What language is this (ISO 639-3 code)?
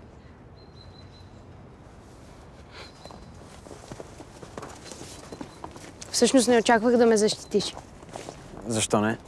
bul